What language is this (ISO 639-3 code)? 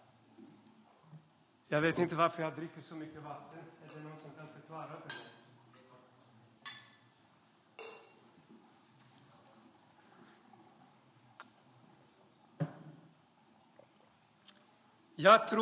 swe